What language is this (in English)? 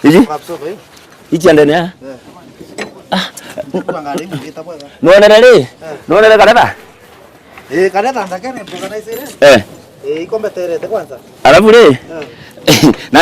Meru